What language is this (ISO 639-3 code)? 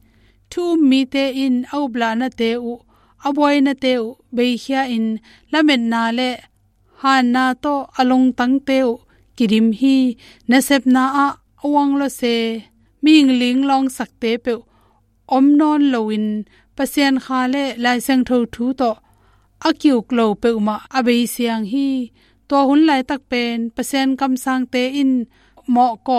ctd